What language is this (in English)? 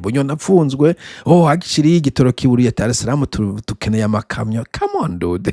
Rundi